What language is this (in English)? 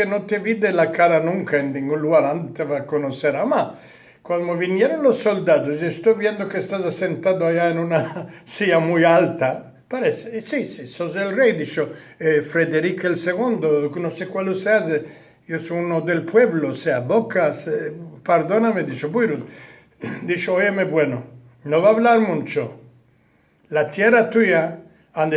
Ladino